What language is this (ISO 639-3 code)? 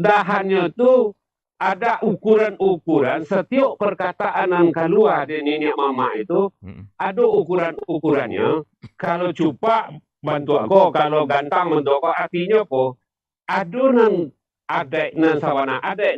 min